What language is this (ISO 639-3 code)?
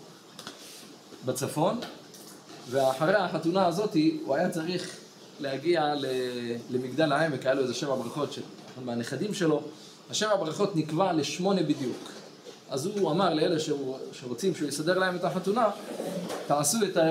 heb